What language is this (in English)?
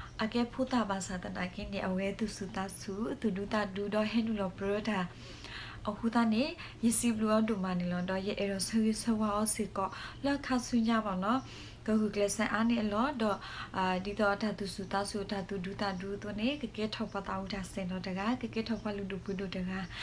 S'gaw Karen